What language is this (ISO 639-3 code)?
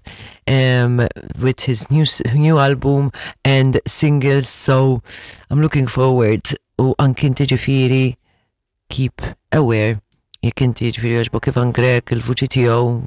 mlt